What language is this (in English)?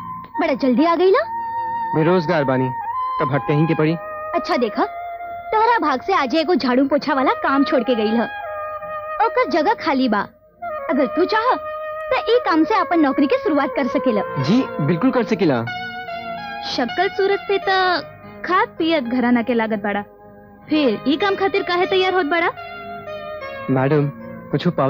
Bhojpuri